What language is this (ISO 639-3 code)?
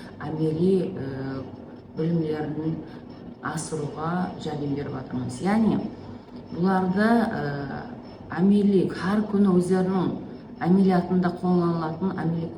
kaa